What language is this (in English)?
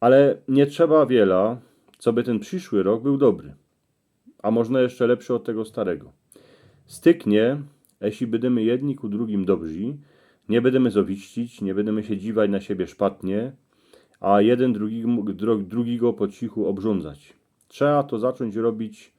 Silesian